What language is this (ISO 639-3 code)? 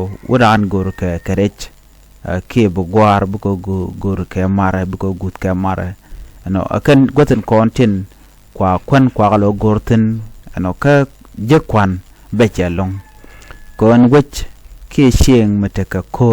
nus